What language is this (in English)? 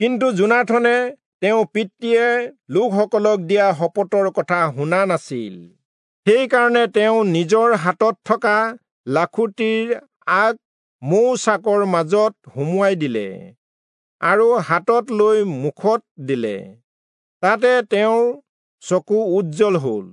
Assamese